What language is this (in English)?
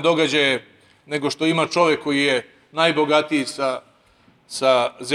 Serbian